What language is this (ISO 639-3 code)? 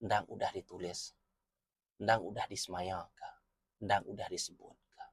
iba